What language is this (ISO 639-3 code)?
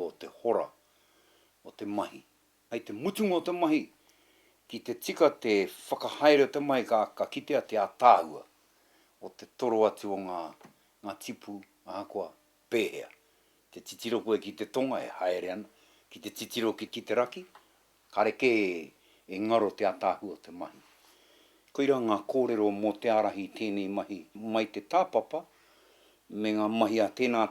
mri